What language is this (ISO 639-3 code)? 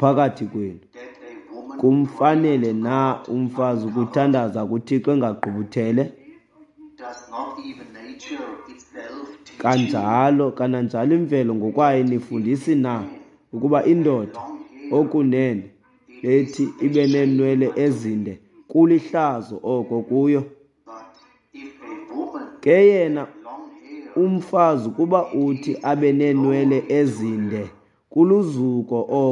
xho